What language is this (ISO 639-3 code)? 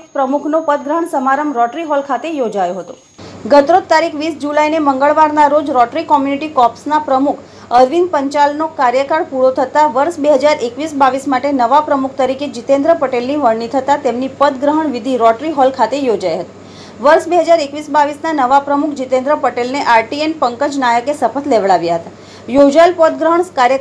guj